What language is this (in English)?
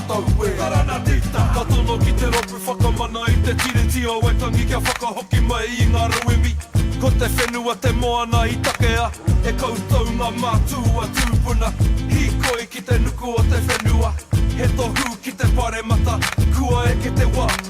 Māori